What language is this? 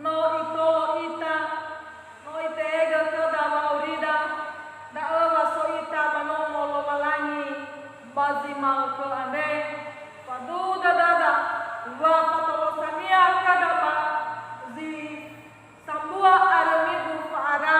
Nias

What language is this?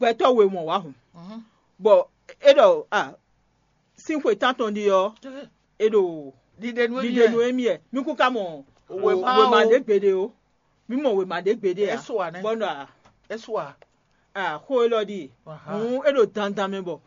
Fon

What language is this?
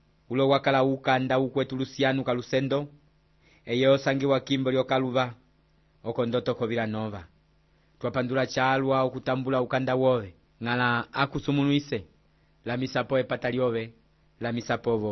Umbundu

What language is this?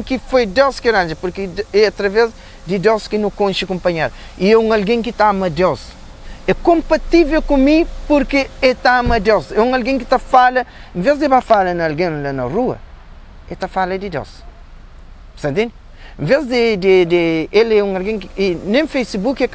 Kabuverdianu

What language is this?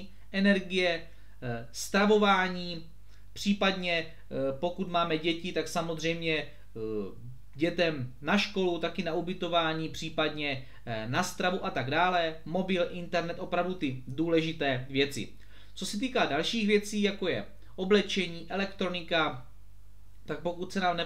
Czech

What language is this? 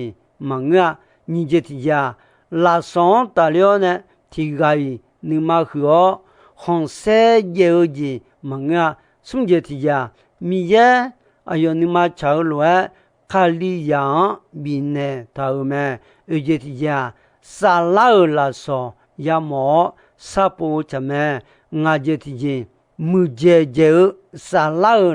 Akha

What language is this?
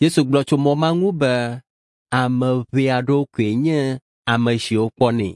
Ewe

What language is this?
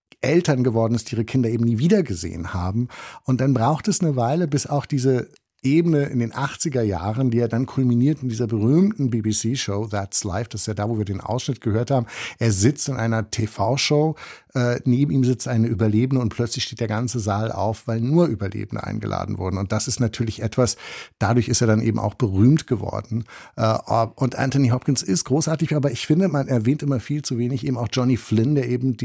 German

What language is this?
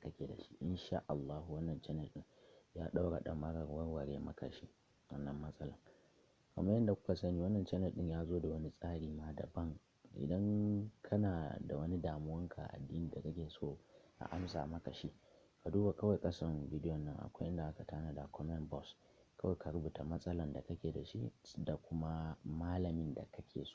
Hausa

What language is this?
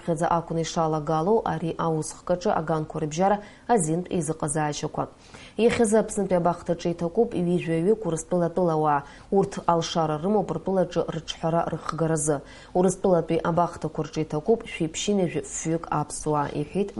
Abkhazian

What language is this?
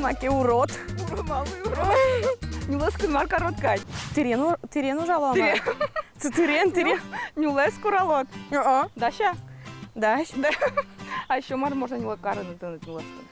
Udmurt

